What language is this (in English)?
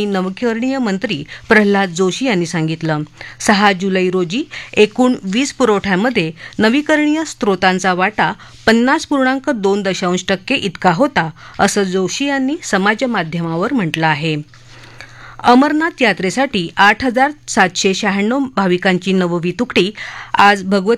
Marathi